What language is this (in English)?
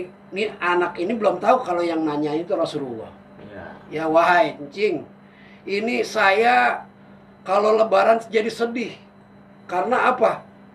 Betawi